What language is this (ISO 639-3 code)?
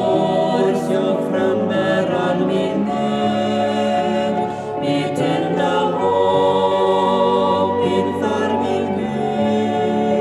swe